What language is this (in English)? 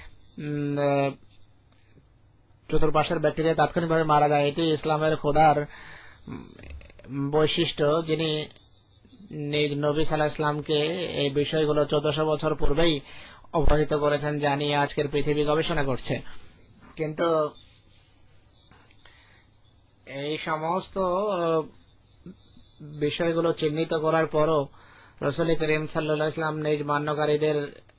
Bangla